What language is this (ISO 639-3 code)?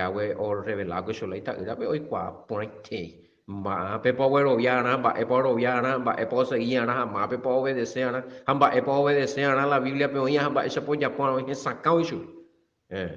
grn